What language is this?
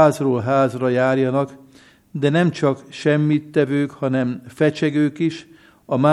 Hungarian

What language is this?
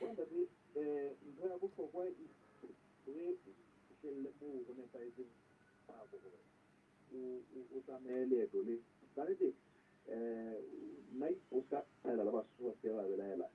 Southern Sotho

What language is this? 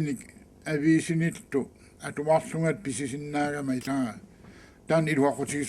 Kalaallisut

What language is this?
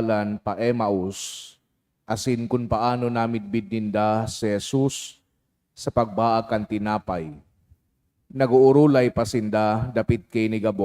Bikol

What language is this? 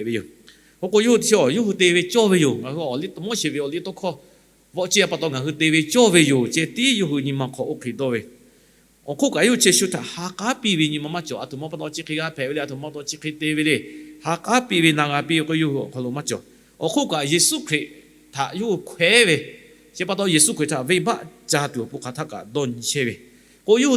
Lahu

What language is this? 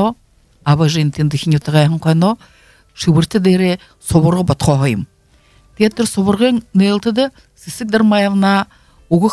Buriat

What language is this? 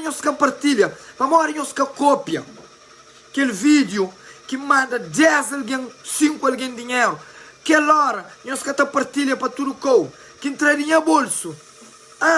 Kabuverdianu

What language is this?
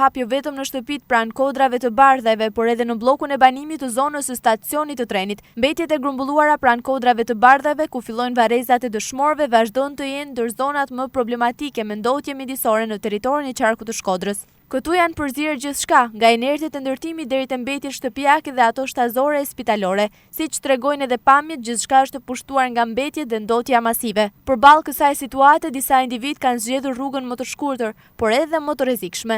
Albanian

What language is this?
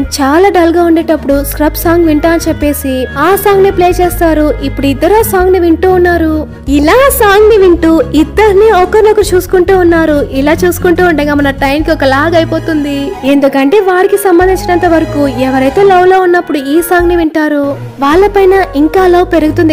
Telugu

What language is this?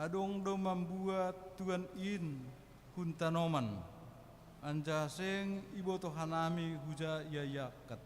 Batak Simalungun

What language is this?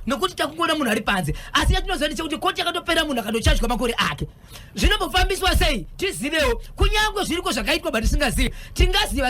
Shona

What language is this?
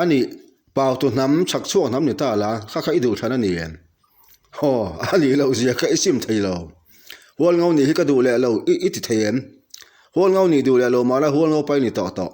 Mizo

